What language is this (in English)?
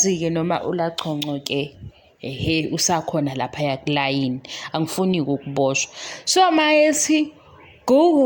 Zulu